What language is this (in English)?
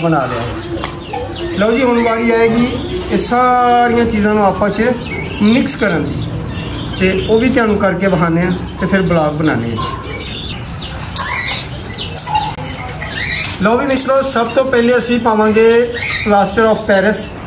Punjabi